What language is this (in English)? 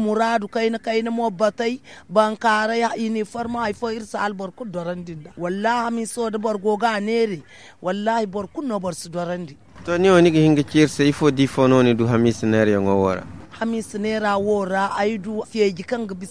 Zarma